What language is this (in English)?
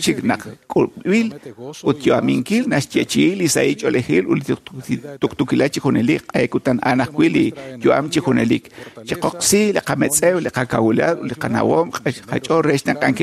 Kekchí